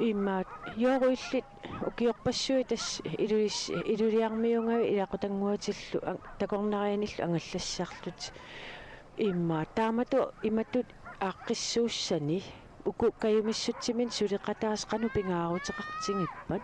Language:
Kalaallisut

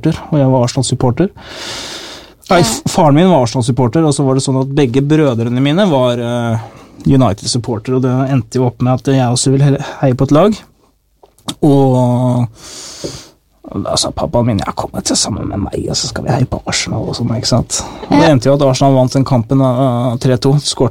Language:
Norwegian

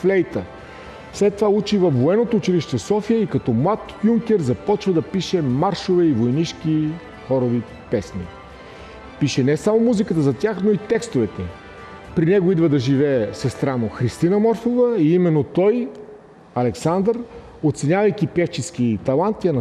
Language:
Bulgarian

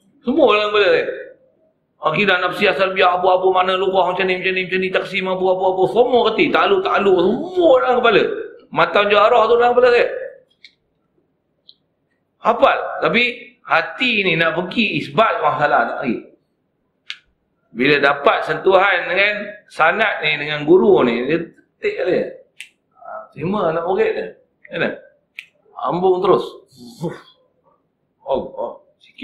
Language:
Malay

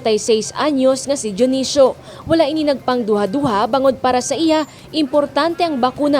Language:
Hiligaynon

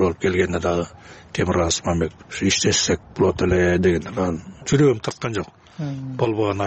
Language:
Kyrgyz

